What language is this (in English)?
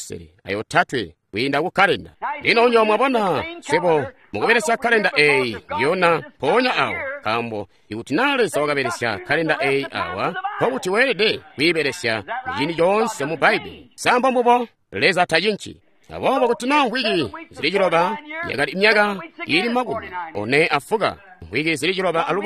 Tonga (Zambia)